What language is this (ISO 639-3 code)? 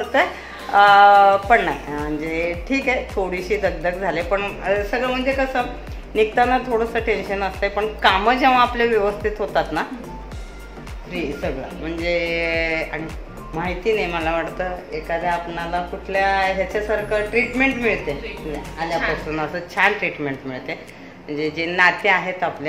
mar